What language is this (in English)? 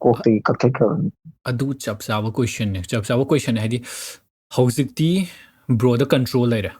Manipuri